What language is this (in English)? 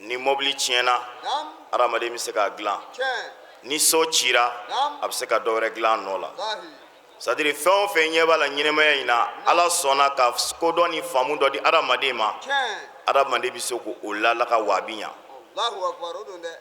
Bambara